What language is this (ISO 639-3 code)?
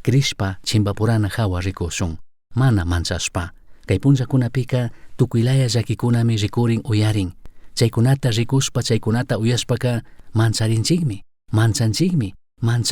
qug